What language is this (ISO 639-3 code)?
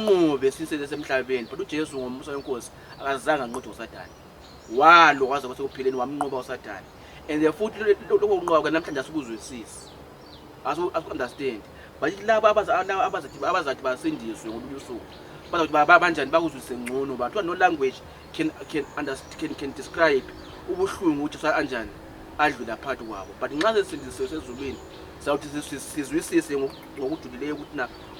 zul